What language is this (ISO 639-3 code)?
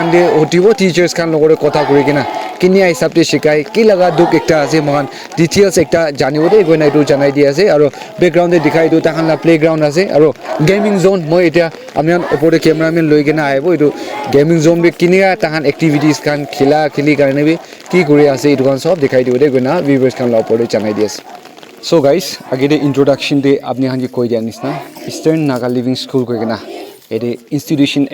nag